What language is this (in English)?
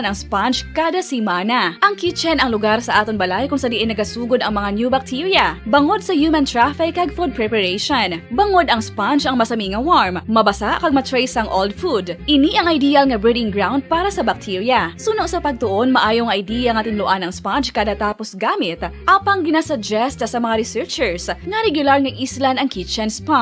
Hiligaynon